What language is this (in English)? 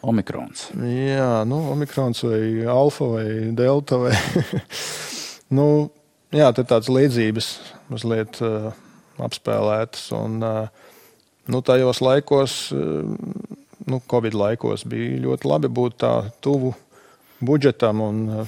Latvian